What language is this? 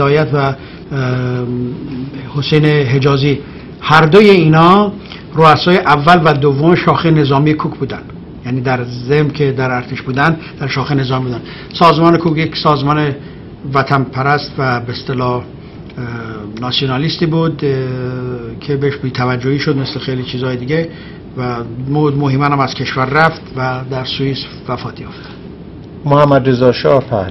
Persian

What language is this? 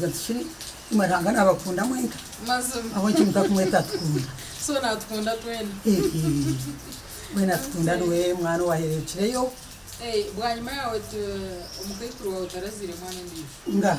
Nyankole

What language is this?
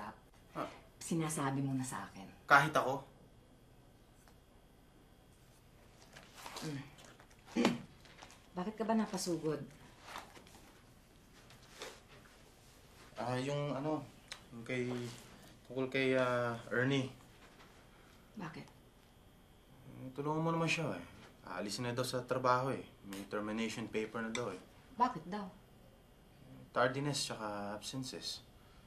Filipino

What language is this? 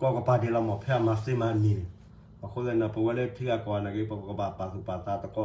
S'gaw Karen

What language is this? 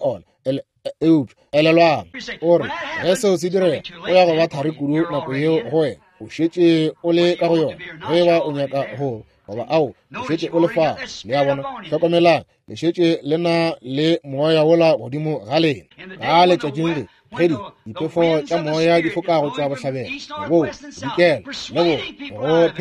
Northern Sotho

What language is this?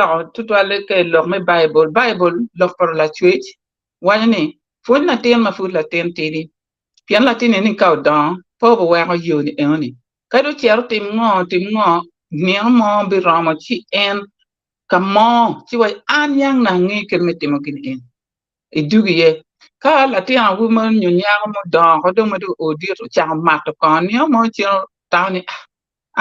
Acoli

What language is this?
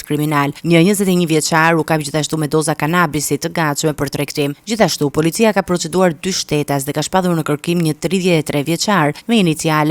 Albanian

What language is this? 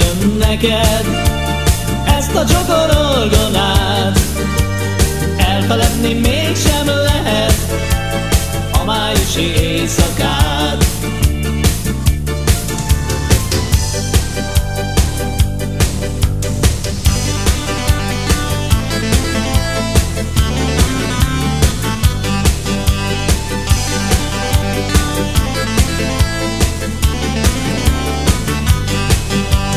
Hungarian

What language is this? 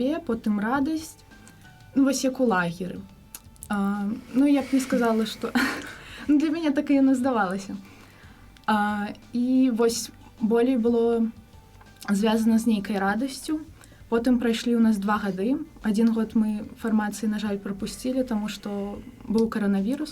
Belarusian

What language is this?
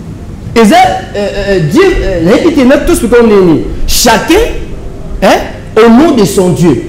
Lingala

